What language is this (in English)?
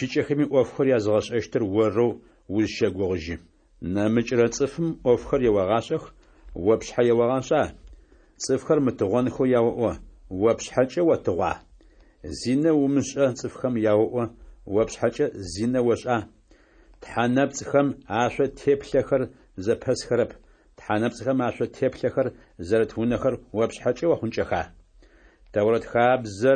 Adyghe